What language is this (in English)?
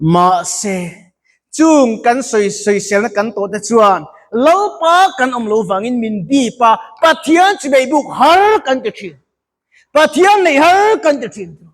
Mizo